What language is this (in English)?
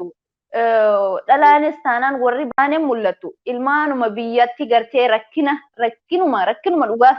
Oromo